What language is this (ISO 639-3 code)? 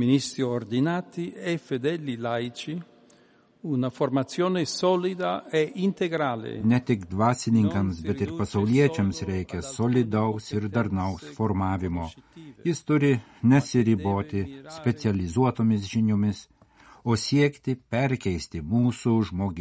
lit